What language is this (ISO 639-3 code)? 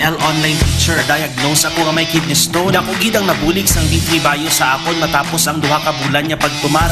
hil